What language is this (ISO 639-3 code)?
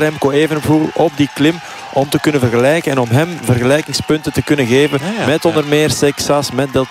nld